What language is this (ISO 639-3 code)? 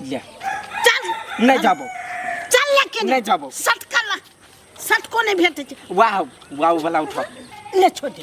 mai